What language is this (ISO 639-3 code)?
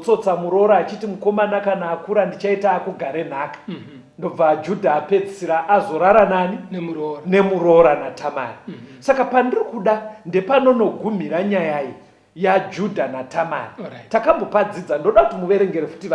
sna